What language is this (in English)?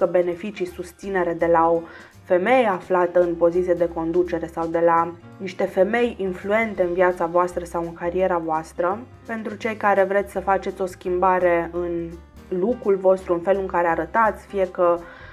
Romanian